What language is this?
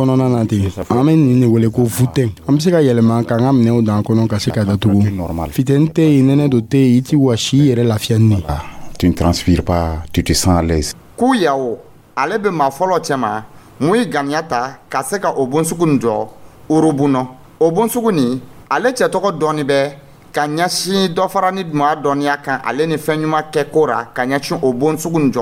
Dyula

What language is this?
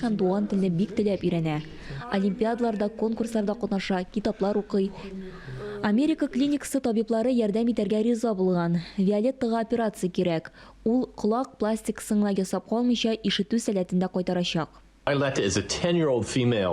Tatar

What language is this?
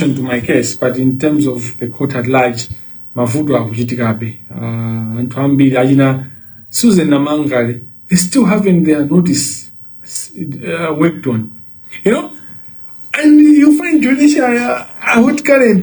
Nyanja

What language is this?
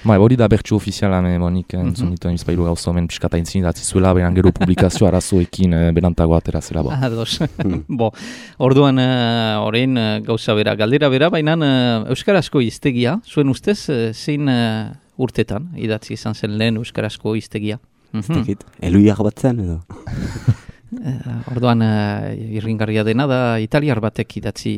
Basque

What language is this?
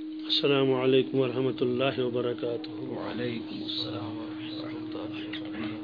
Kashmiri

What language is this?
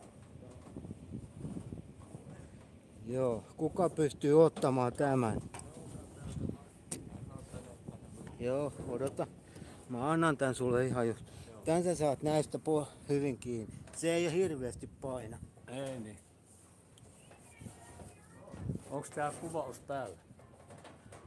Finnish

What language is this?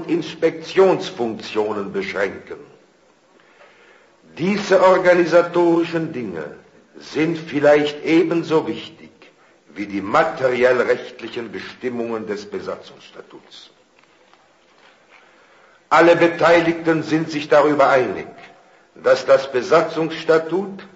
German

